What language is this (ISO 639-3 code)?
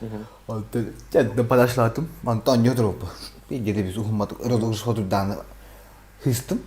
sah